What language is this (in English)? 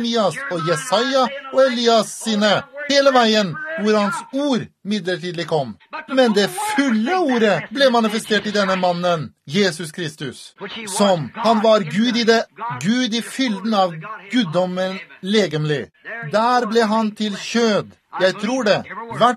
Norwegian